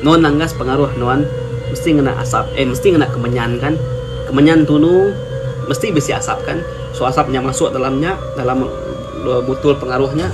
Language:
Iban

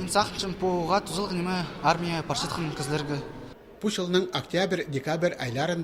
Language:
Khakas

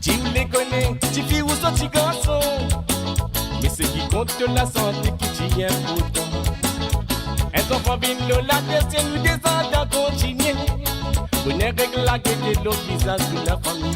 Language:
Morisyen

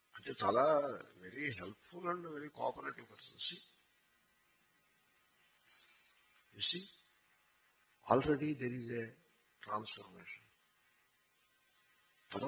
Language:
Telugu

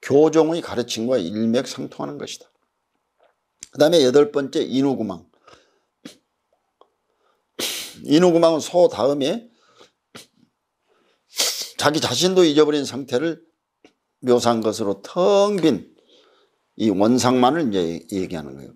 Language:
Korean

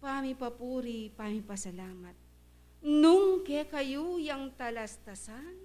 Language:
Pampanga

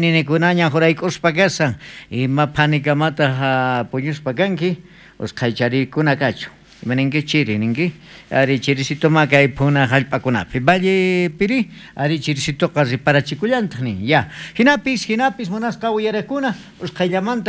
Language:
South Bolivian Quechua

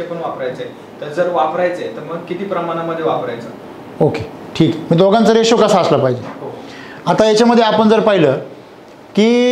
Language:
Marathi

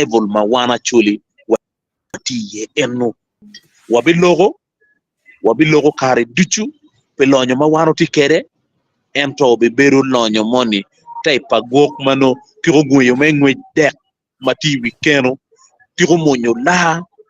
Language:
Acoli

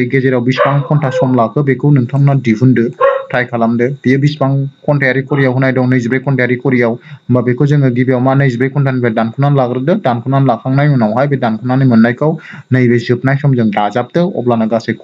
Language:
Bodo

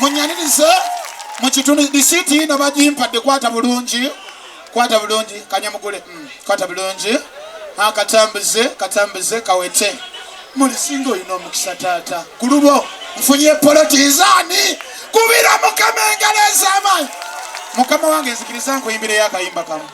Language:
Ganda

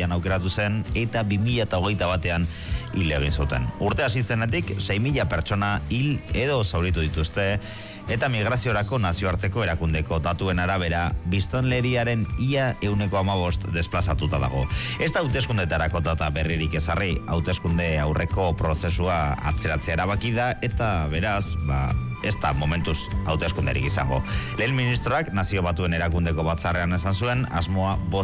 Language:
Basque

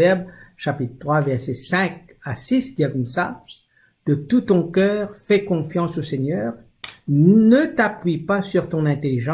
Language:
Morisyen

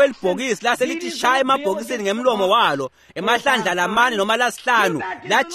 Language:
Swati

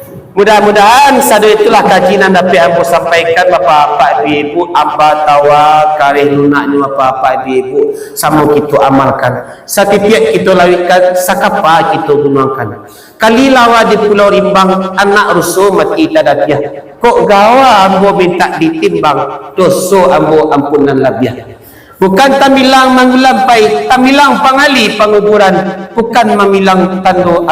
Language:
Minangkabau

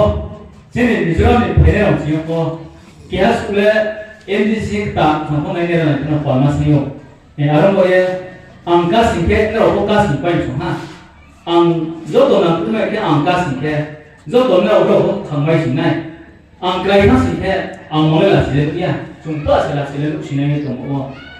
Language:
Riang (India)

